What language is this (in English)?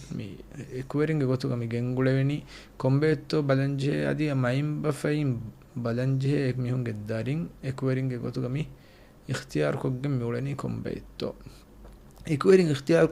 Divehi